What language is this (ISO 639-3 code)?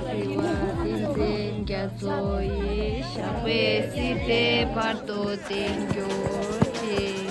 bod